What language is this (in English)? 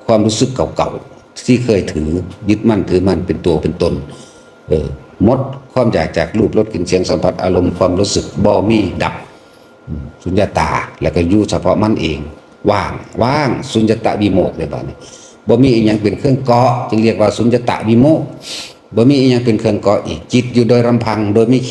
Northeastern Thai